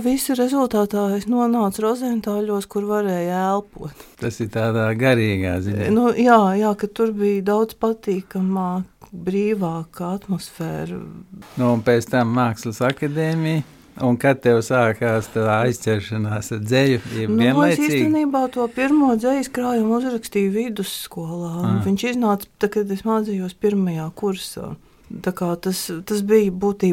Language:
Latvian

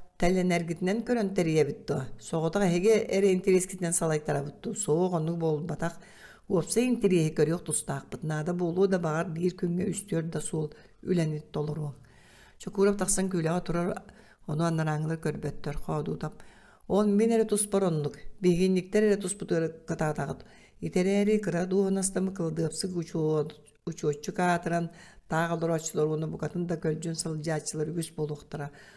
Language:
Yakut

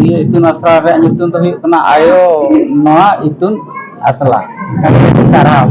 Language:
Santali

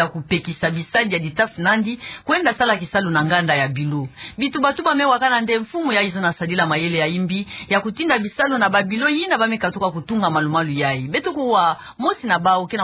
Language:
Kituba (Democratic Republic of Congo)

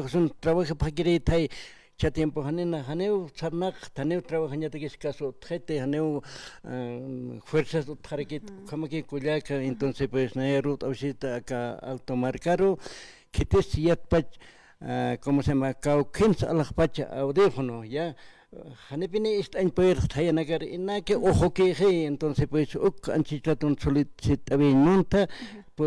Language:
Aymara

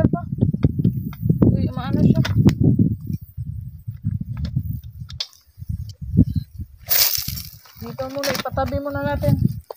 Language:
Filipino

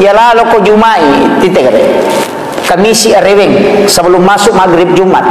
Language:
Buginese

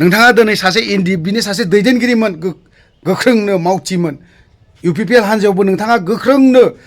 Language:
Bodo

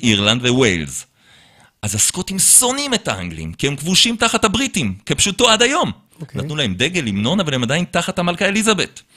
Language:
Hebrew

